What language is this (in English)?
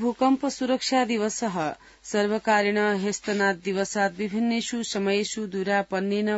Sanskrit